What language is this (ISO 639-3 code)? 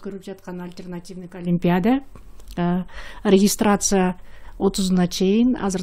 kir